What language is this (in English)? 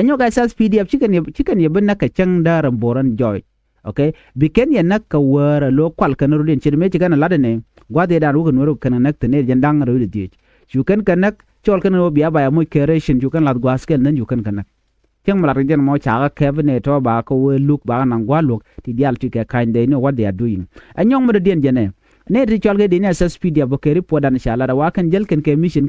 Nuer